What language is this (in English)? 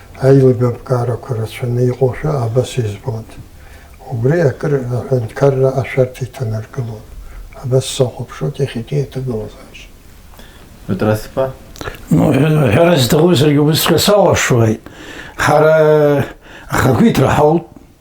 Abkhazian